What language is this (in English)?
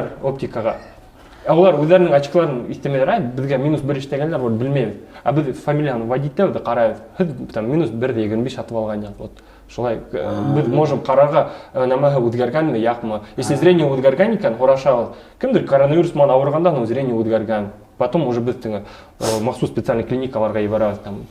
Bashkir